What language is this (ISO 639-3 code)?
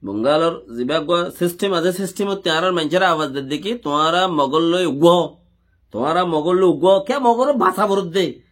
rhg